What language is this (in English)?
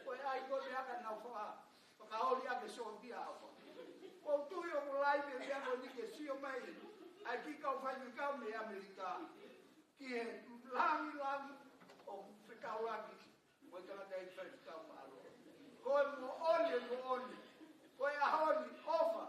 Tongan